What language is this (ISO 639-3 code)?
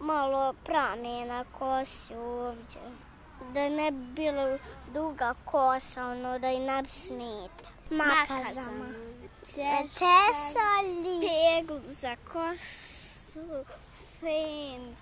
bos